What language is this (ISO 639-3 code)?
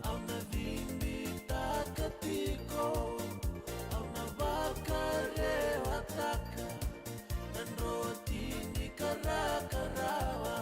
fij